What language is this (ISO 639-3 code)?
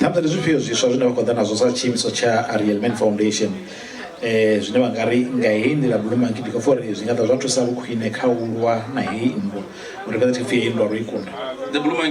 ven